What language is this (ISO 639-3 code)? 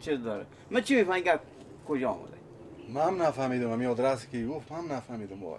fas